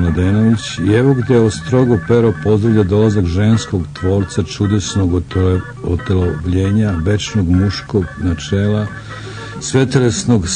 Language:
Serbian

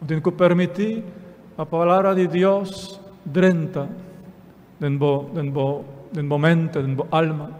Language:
Papiamento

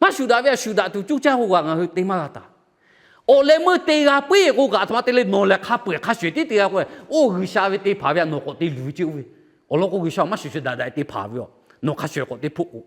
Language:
Lahu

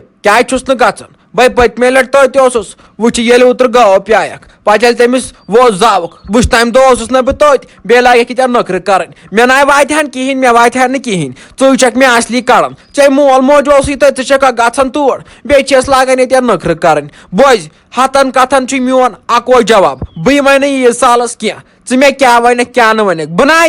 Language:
Kashmiri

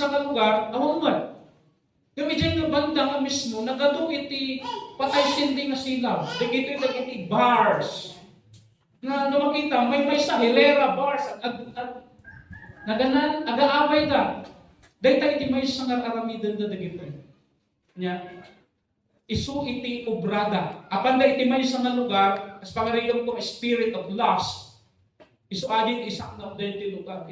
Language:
Iloko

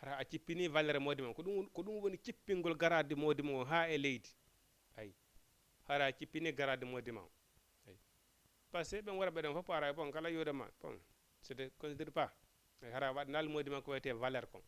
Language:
Fula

